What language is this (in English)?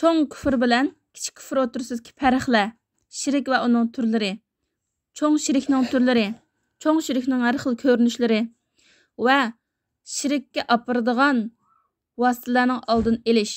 Uyghur